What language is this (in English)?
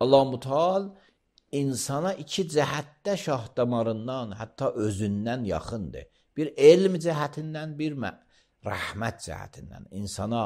Azerbaijani